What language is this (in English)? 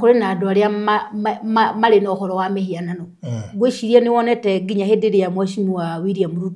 Kikuyu